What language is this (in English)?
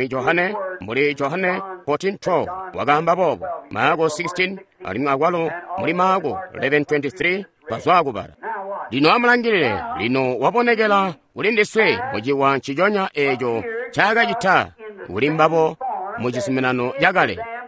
Tonga (Zambia)